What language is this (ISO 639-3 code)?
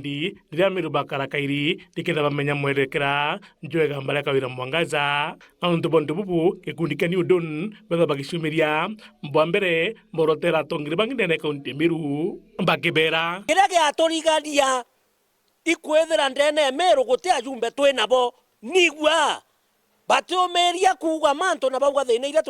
mer